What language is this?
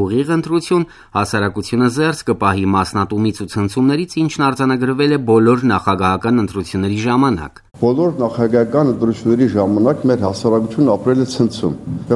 Armenian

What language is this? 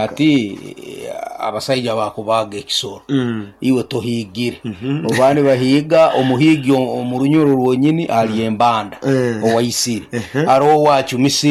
Nyankole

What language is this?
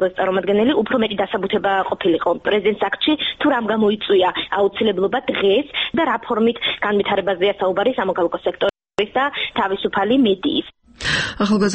Georgian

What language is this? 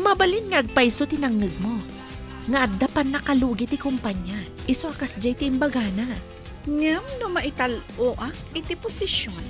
Iloko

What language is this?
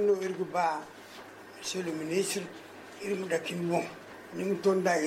Zarma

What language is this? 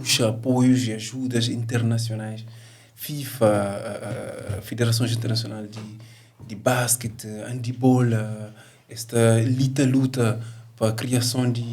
Kabuverdianu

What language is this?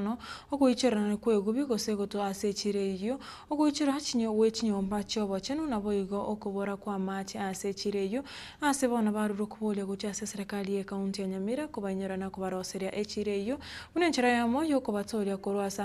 Gusii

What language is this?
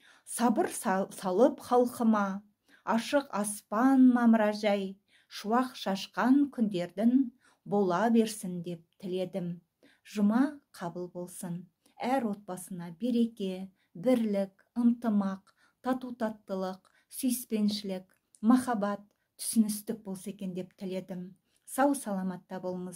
Kazakh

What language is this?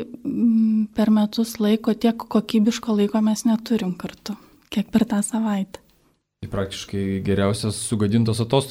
Lithuanian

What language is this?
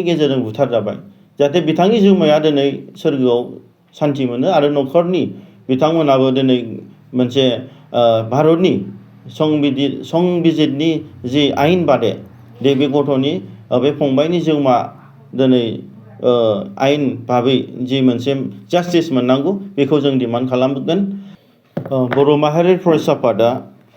Bodo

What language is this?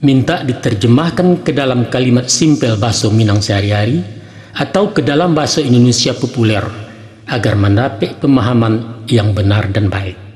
Minangkabau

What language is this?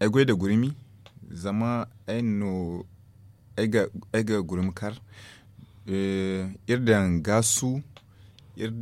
Zarma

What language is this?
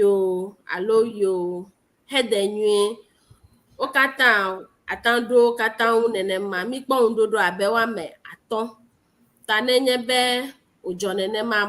Ewe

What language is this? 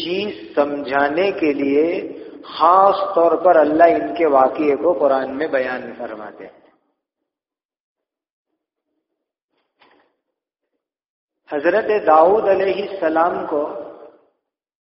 Urdu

